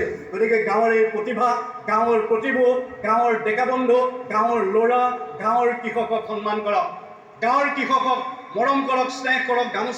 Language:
Assamese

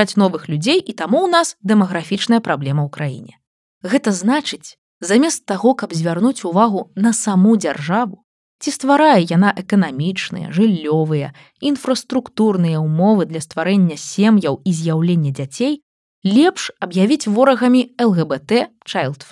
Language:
Belarusian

